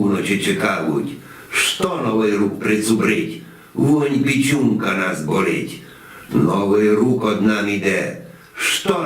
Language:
Rusyn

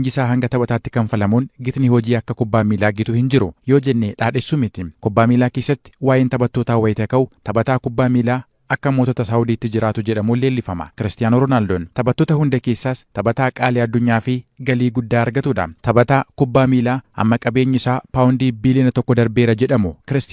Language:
Oromo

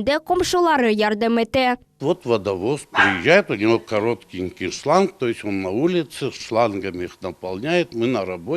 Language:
Crimean Tatar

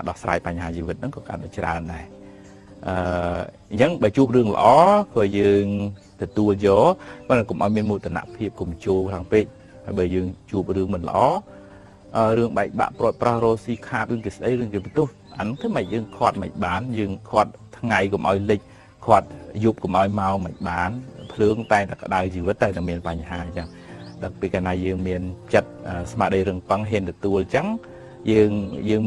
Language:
Khmer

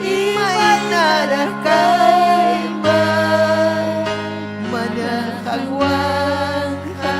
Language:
Ayacucho Quechua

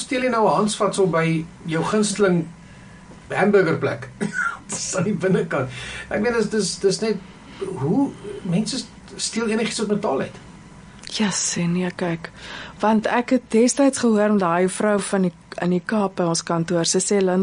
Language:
Afrikaans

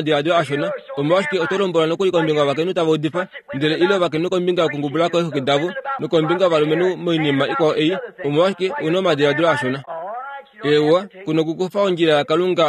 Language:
Kuanyama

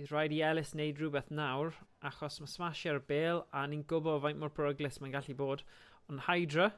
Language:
Welsh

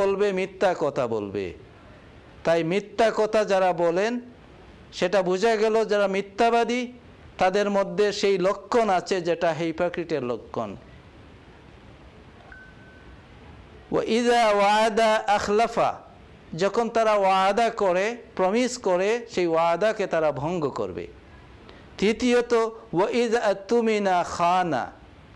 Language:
Bangla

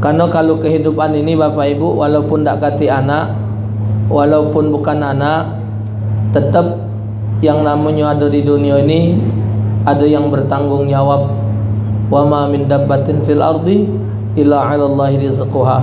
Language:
Musi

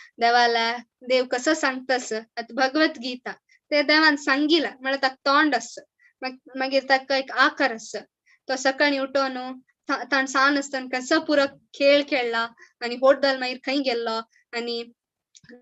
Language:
Konkani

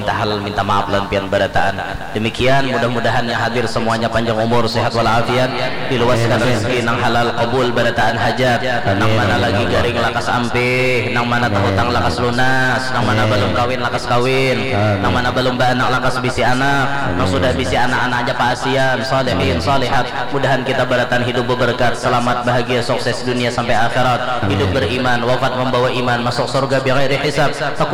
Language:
Banjar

